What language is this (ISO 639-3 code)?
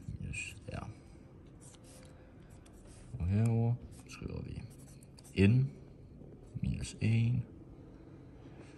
dan